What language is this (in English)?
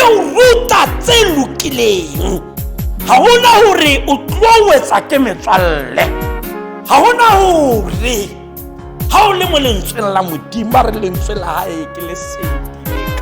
Tswana